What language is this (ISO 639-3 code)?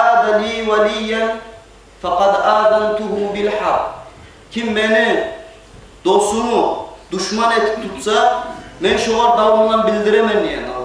kum